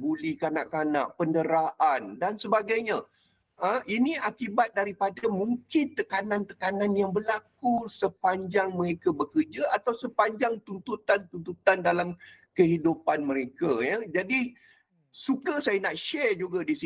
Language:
Malay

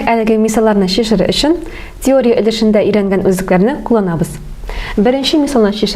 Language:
Tatar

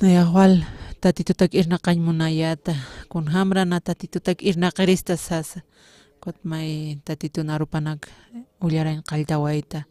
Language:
Aymara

